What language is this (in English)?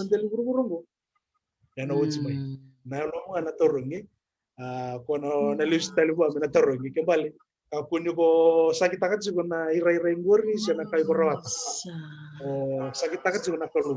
Fijian